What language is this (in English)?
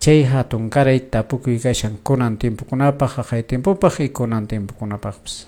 Quechua